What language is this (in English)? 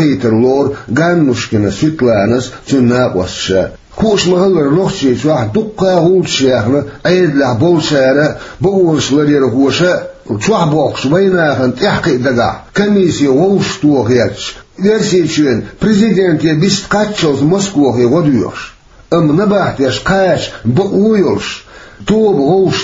Chechen